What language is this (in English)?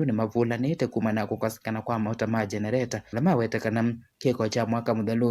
Kamba